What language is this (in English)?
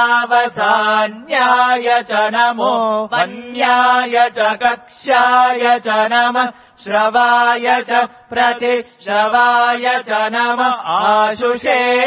Sanskrit